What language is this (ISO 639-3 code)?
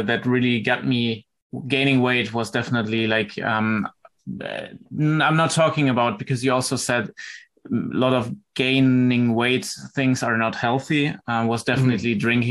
eng